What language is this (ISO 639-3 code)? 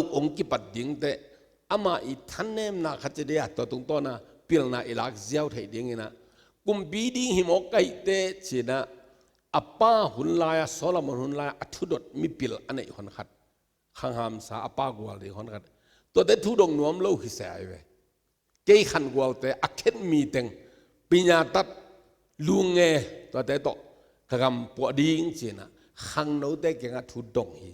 ctd